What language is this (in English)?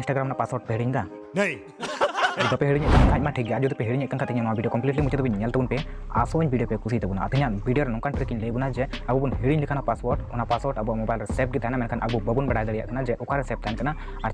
Santali